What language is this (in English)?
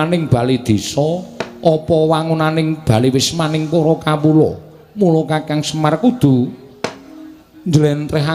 Javanese